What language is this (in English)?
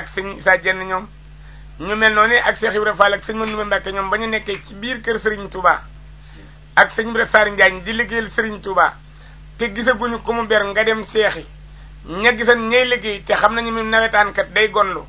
Wolof